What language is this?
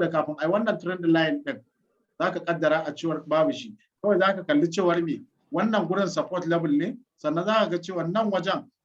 Hausa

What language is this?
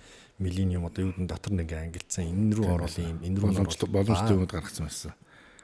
Mongolian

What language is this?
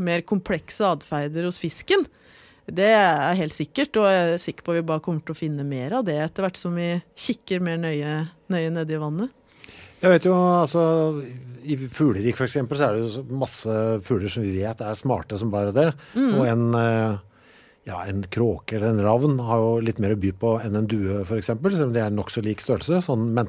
Norwegian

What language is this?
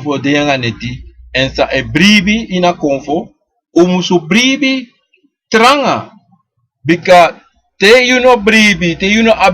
Sranan Tongo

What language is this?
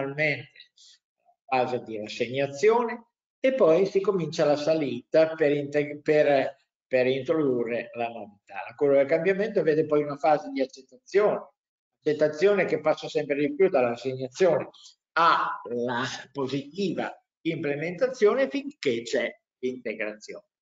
Italian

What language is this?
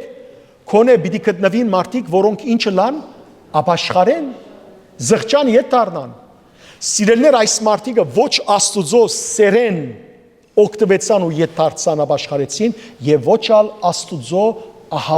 Western Armenian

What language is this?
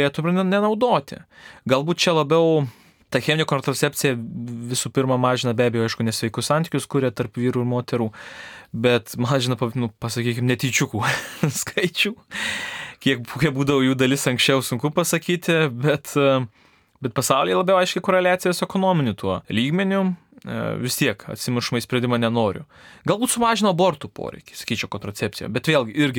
Lithuanian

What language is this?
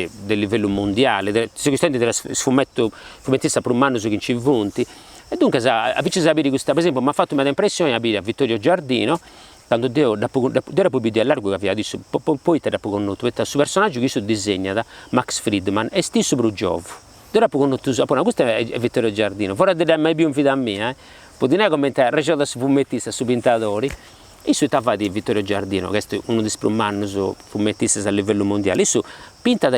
Sardinian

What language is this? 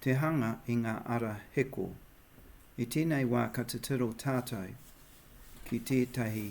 Māori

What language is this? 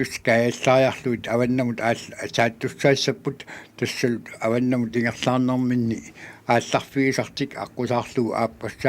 Kalaallisut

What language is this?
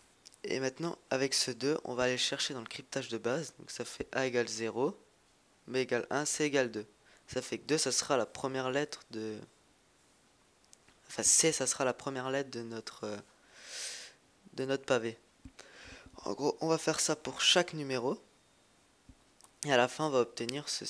French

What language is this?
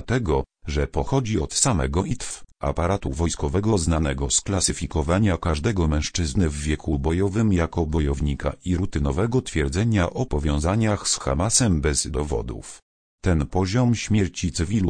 Polish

